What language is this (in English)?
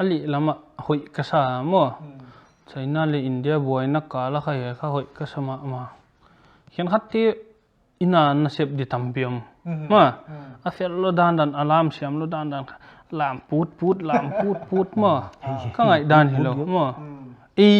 Paite Chin